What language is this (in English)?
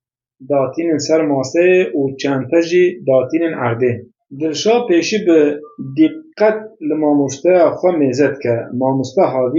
Kurdish